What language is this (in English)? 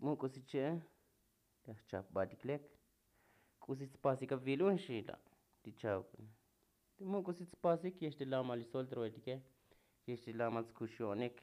Tzotzil